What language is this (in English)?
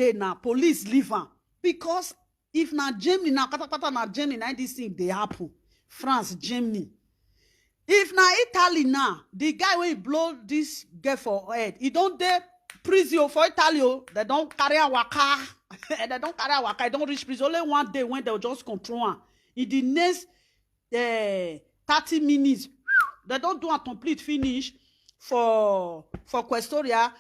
Nigerian Pidgin